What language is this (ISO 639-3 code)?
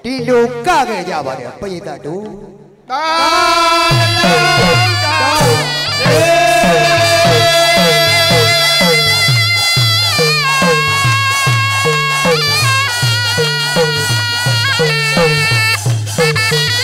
mya